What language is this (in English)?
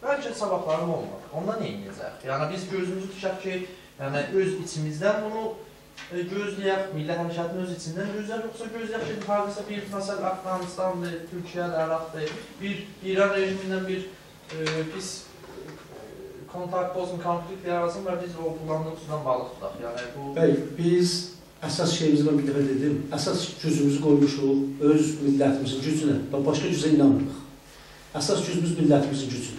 South Azerbaijani